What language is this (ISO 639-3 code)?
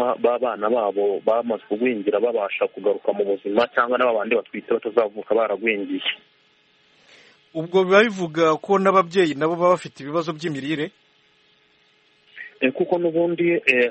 kin